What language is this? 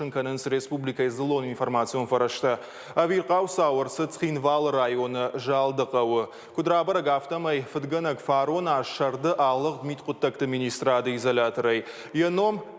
Ossetic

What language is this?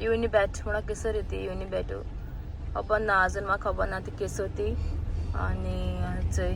Konkani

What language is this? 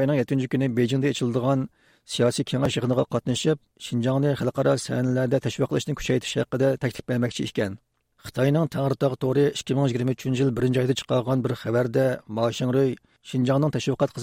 Uyghur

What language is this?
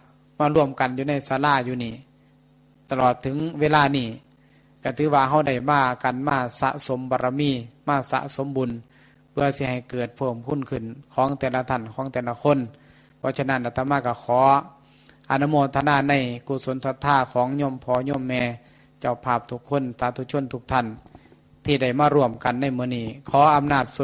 Northeastern Thai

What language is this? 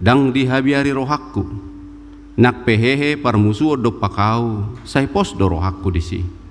Batak Toba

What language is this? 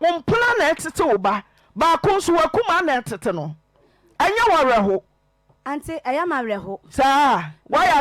Akan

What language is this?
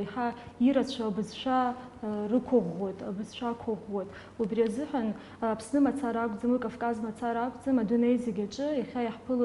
Abkhazian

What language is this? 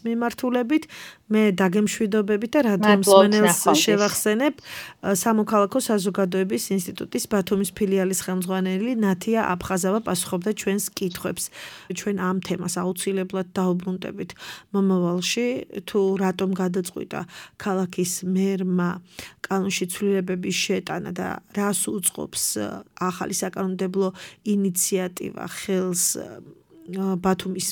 Georgian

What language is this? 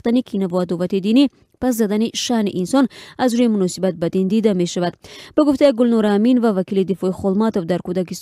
Tajik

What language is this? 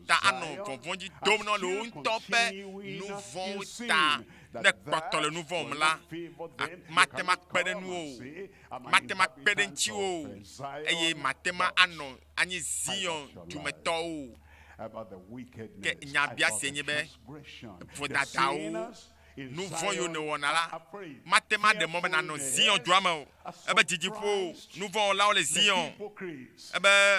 Ewe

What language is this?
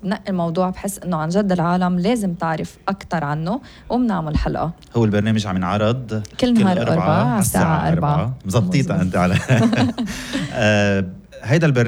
North Levantine Arabic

